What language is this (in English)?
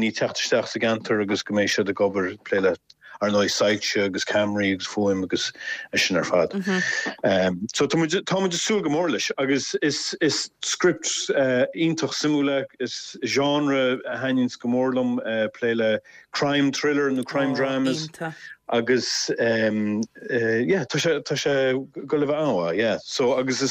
Irish